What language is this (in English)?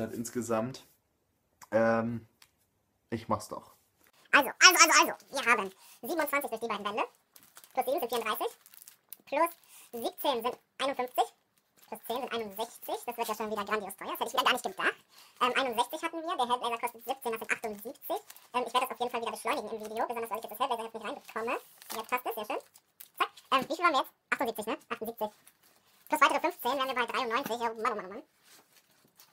German